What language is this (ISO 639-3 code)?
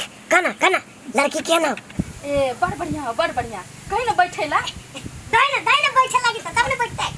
mai